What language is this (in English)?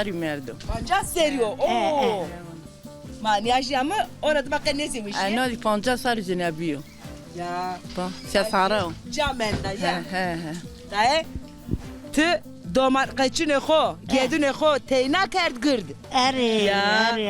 Zaza